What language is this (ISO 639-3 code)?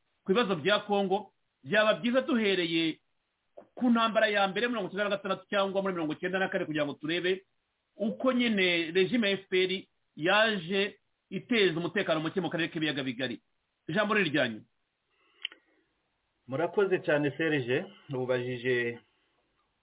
kin